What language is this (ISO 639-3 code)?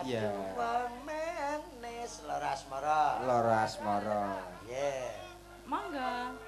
jav